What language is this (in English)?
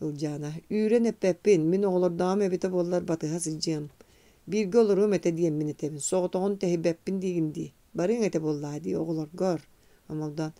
Yakut